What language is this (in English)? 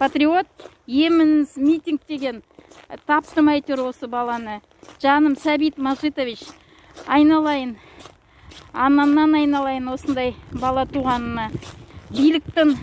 Kazakh